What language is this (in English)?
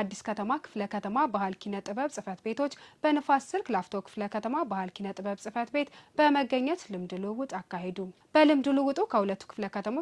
Amharic